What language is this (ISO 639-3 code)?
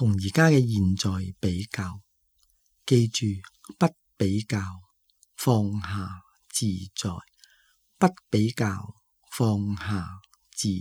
yue